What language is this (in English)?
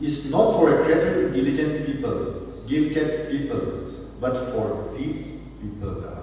Tangkhul Naga (India)